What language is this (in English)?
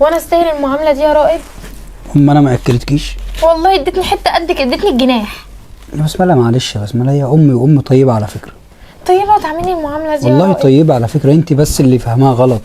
Egyptian Arabic